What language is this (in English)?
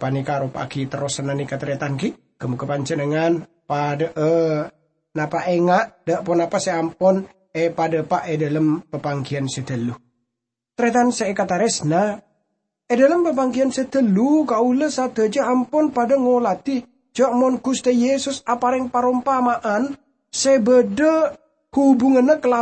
Madurese